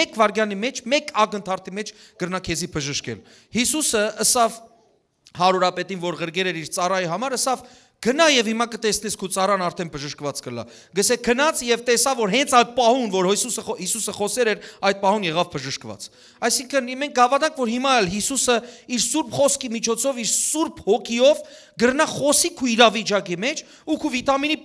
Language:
Western Armenian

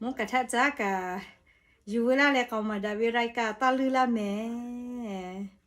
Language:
Lahu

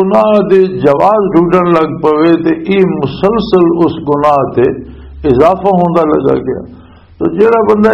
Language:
Western Panjabi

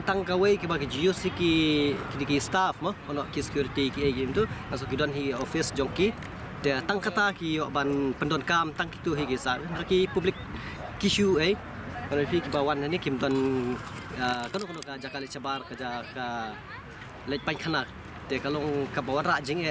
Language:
Khasi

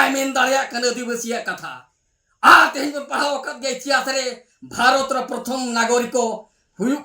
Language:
Santali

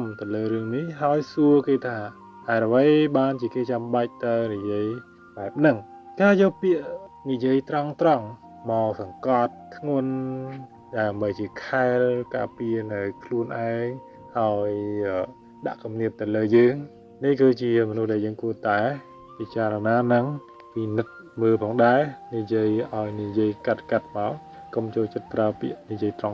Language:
Khmer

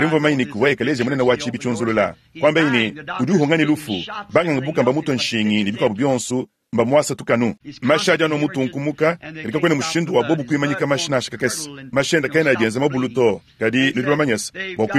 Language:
Luba-Lulua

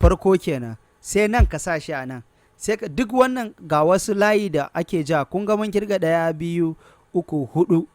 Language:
Hausa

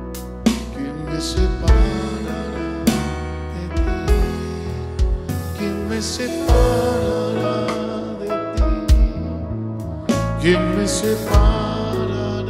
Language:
Spanish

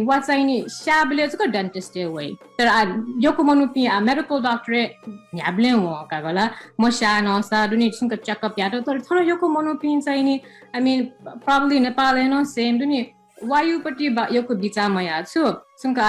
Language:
Newari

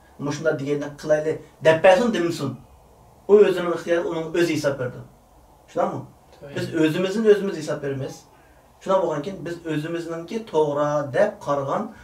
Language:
Uyghur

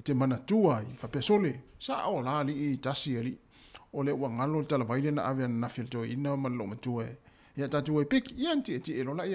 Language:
Samoan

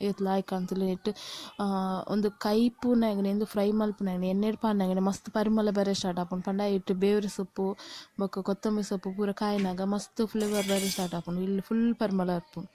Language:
Tulu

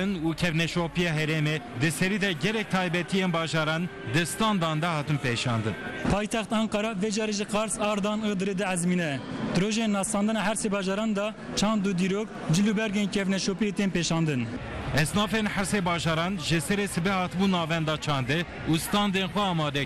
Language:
Kurdish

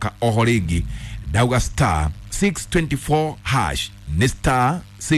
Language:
Kikuyu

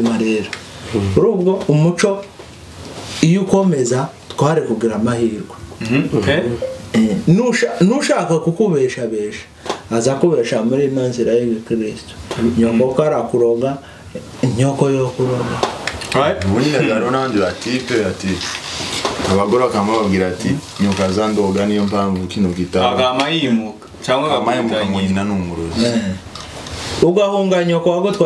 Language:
Kinyarwanda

